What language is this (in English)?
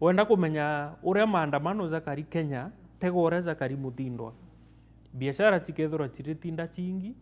Meru